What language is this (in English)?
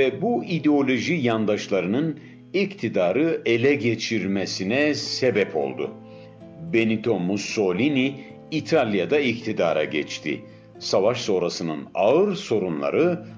Turkish